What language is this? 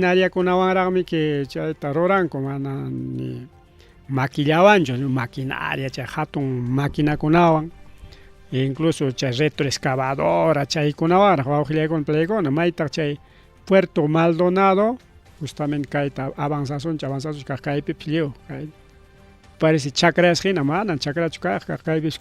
Ayacucho Quechua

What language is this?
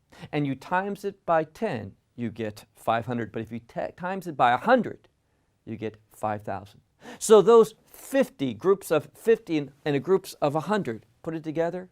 English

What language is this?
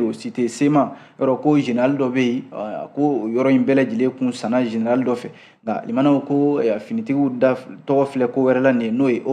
Bambara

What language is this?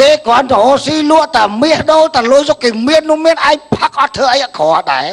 Khmer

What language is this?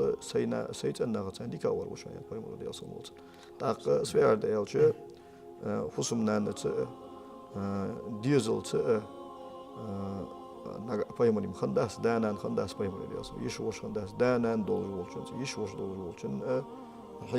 Ingush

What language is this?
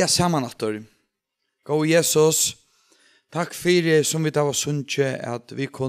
Faroese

